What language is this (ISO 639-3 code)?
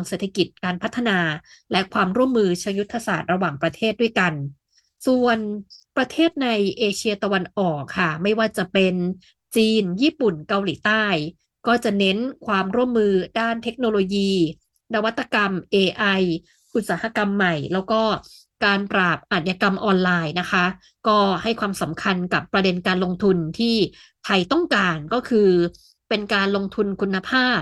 tha